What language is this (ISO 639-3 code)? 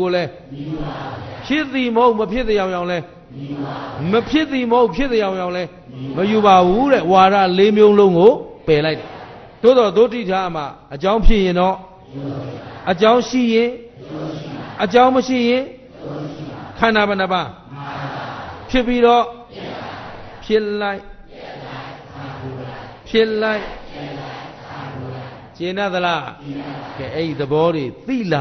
mya